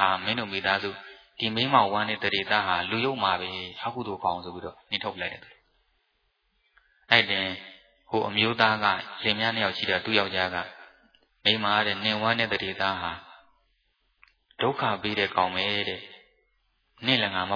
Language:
Burmese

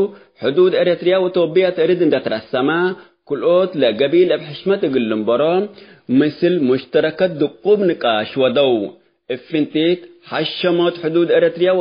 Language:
Tigre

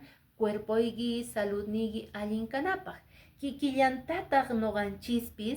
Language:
Quechua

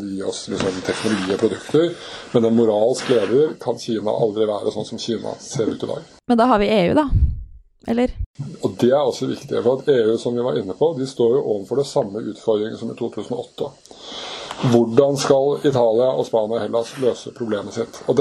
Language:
Norwegian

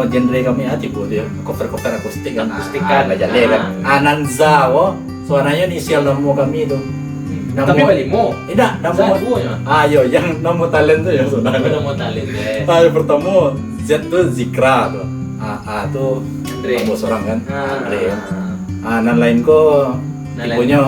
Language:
Minangkabau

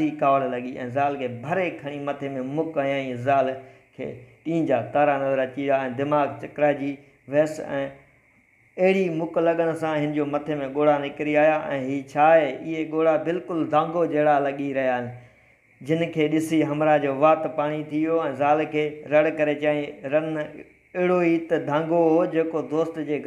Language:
Sindhi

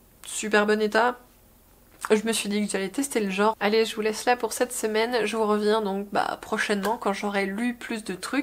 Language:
French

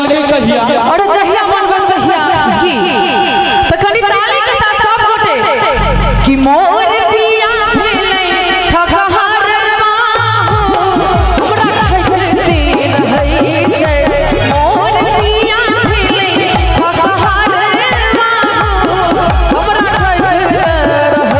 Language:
Maithili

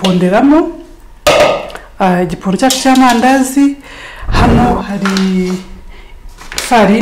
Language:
Kinyarwanda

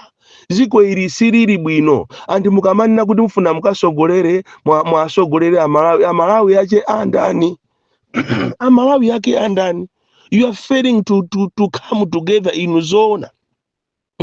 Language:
Nyanja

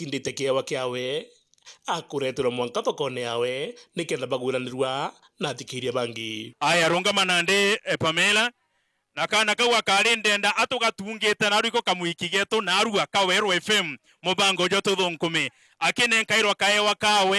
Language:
Meru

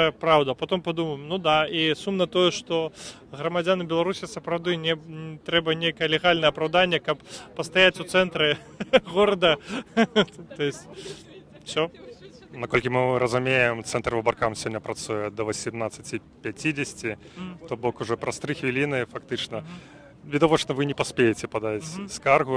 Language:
Belarusian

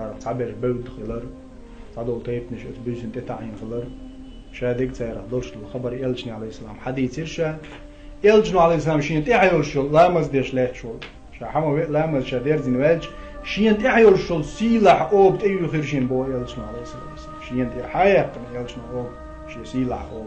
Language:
Chechen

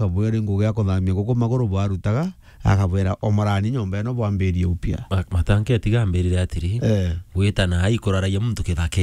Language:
Meru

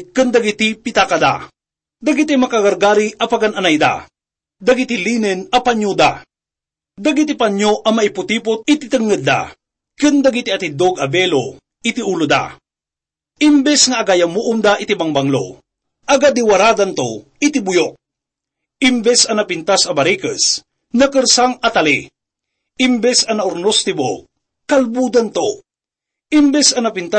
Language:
Iloko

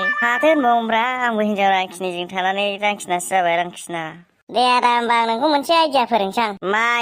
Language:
Bodo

